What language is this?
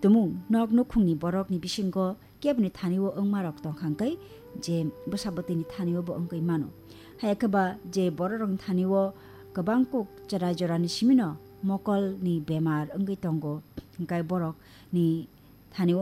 Kok Borok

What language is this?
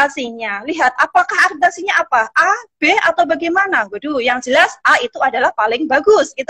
Indonesian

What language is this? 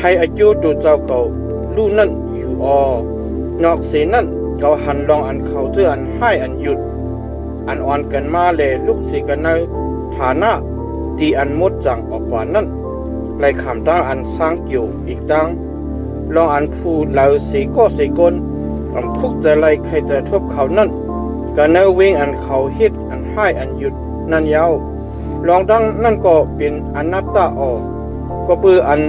Shan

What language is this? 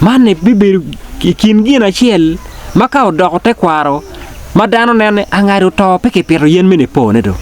Acoli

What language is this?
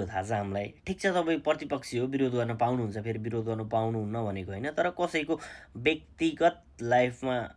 Nepali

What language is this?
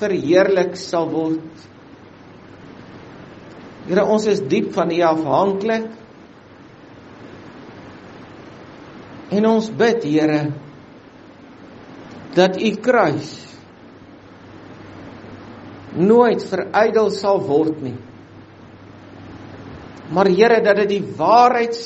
Afrikaans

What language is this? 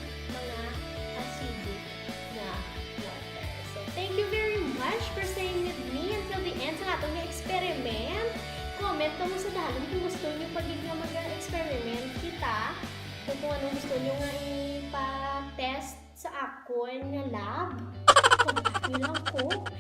Hiligaynon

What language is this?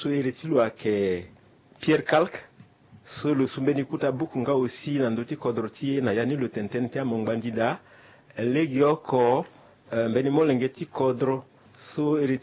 Sango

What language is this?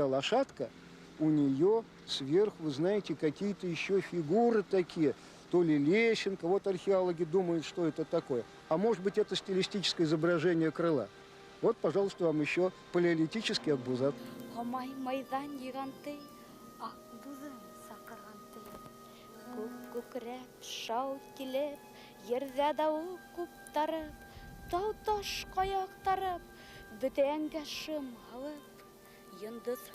Bashkir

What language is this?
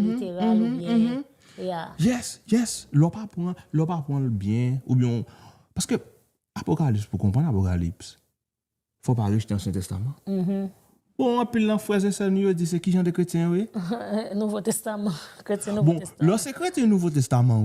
Haitian Creole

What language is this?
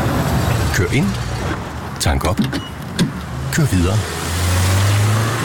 Danish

